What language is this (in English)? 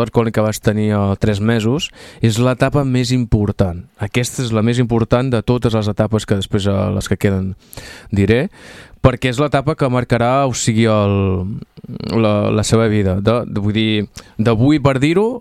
Catalan